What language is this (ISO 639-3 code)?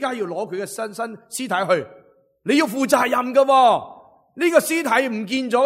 yue